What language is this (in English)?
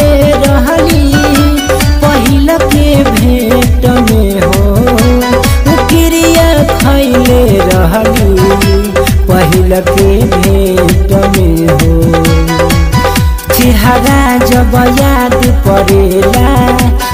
Bhojpuri